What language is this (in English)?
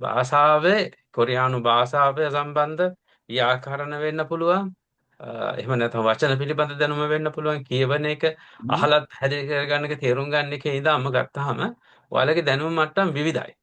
Sinhala